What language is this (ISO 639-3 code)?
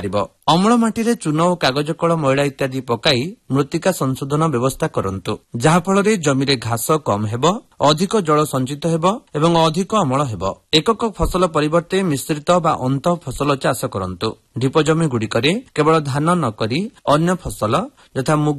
ori